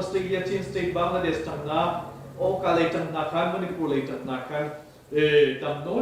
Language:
Hakha Chin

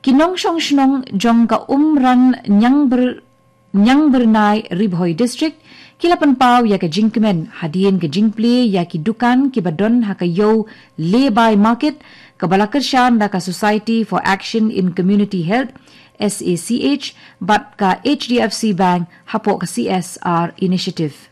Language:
Khasi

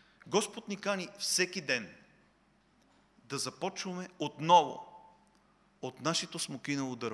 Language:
Bulgarian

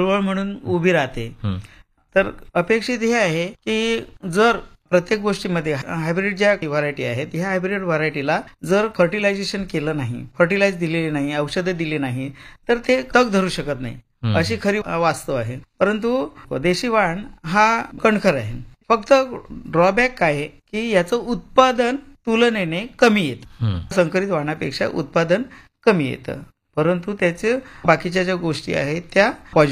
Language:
Marathi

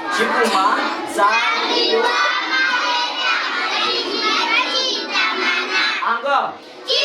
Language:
Luba-Lulua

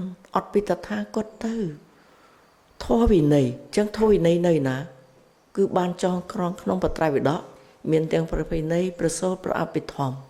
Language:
Khmer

